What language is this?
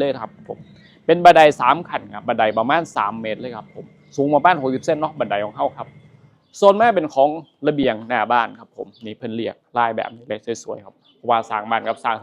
Northeastern Thai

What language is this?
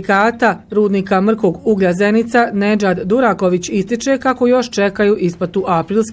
Bosnian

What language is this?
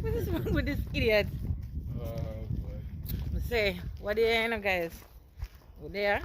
Jamaican Creole English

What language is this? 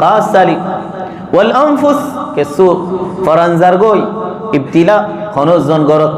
Rohingya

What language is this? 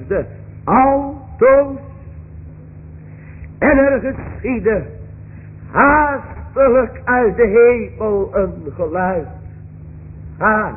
Dutch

